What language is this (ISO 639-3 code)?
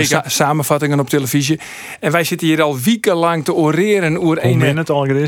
fry